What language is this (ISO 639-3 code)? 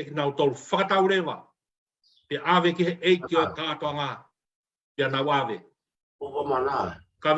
ton